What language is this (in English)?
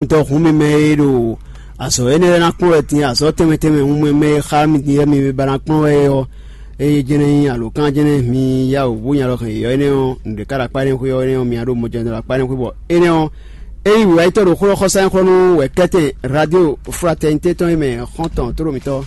Fon